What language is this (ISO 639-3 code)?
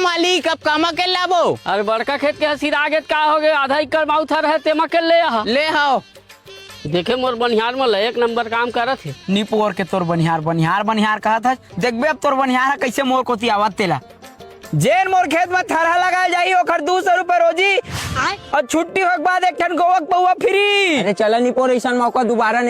hne